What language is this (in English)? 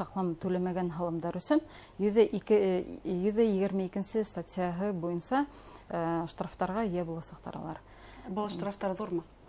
Bashkir